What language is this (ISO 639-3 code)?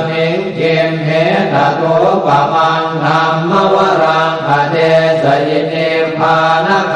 pli